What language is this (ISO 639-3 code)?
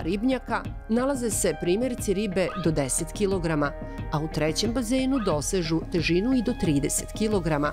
srp